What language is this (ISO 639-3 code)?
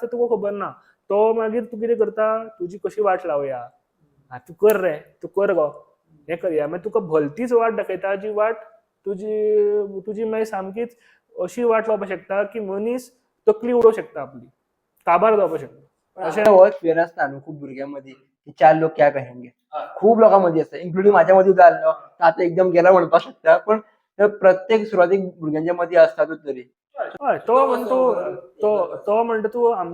kok